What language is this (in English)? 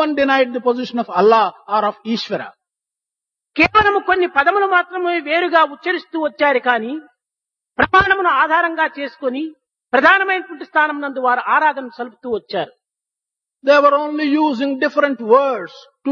Telugu